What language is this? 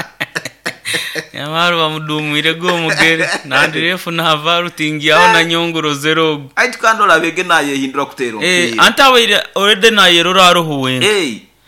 Nyoro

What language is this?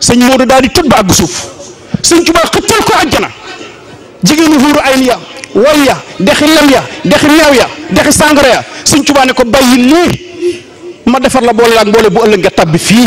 Wolof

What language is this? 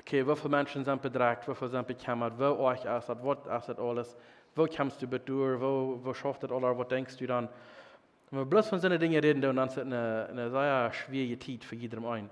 Plautdietsch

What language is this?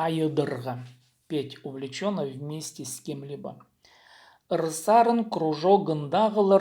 Khakas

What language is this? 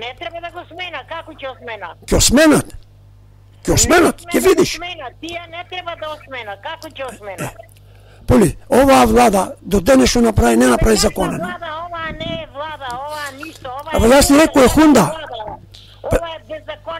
Macedonian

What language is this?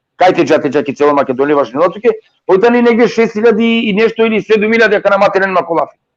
Balkan Romani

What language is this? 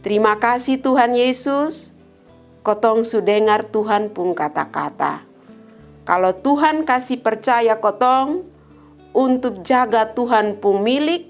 Kupang Malay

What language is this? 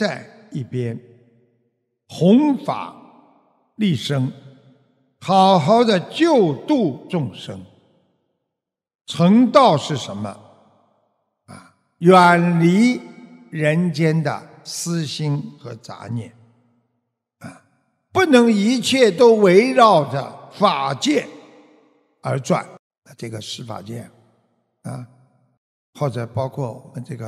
Chinese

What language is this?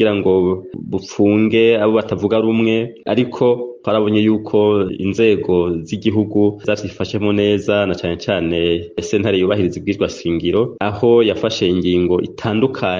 Rundi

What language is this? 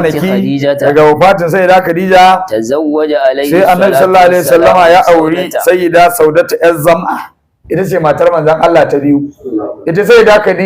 Hausa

